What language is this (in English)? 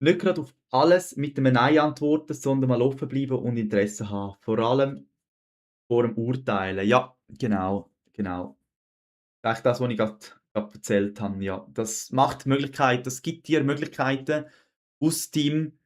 Swiss German